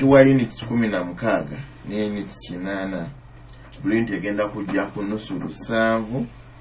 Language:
Nyoro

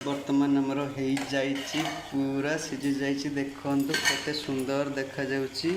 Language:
Odia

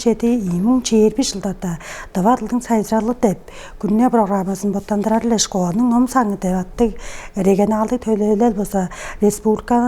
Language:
Tuvinian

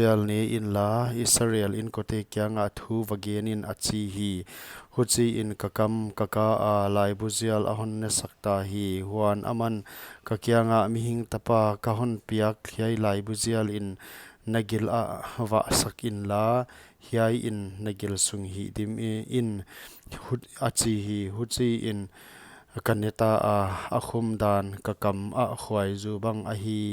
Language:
Paite Chin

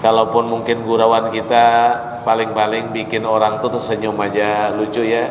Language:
Banjar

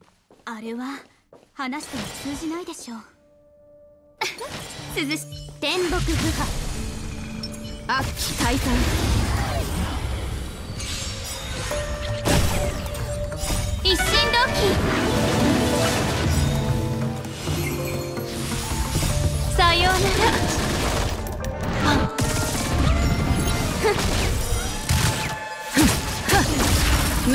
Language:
Japanese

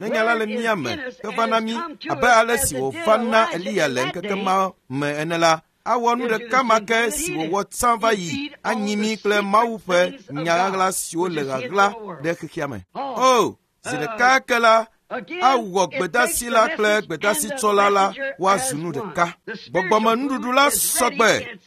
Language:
Ewe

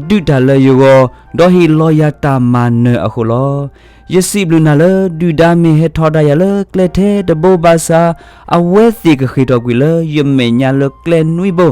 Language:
S'gaw Karen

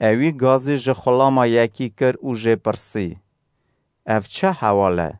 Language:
Kurdish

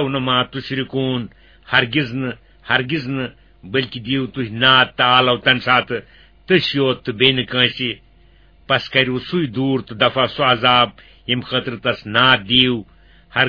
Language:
Kashmiri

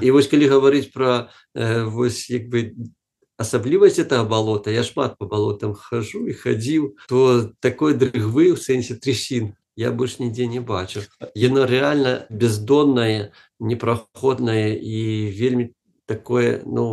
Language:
Belarusian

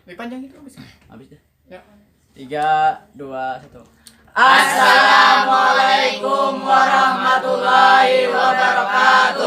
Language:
Banjar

